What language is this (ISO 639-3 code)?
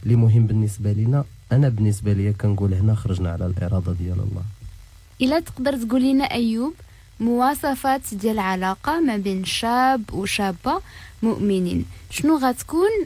ary